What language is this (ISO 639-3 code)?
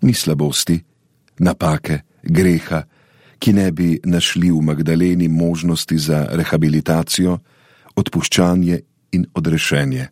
slv